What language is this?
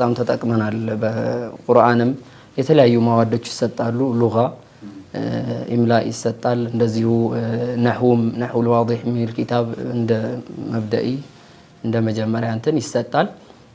Amharic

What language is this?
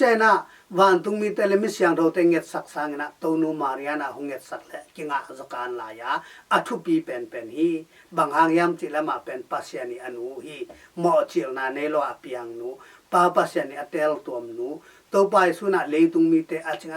Tedim Chin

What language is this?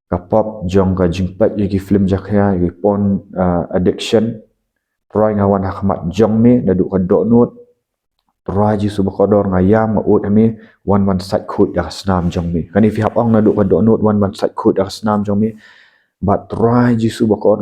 Khasi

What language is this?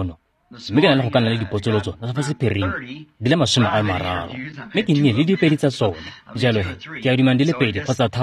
Tswana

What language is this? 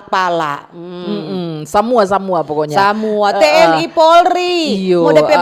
Manado Malay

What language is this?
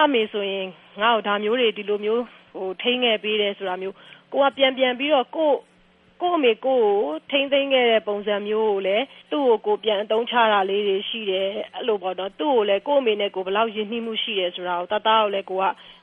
Burmese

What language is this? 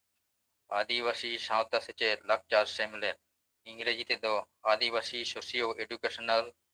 Santali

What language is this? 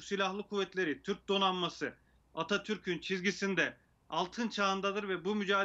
Turkish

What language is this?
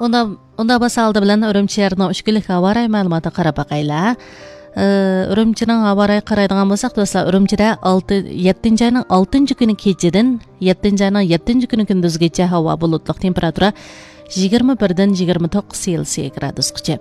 Uyghur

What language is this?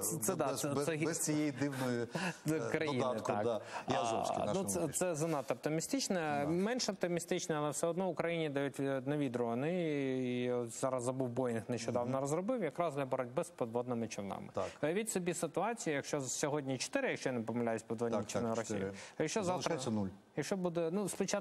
Ukrainian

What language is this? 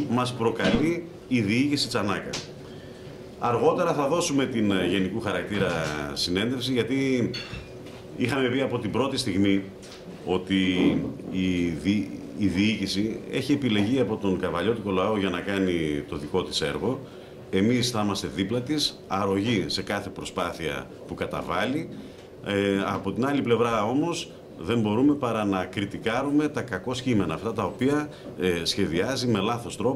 Greek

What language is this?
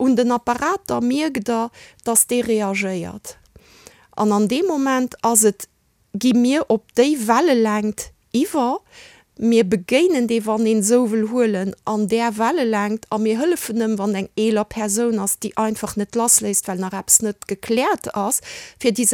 Luxembourgish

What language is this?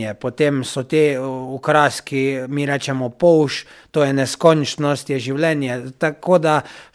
Slovenian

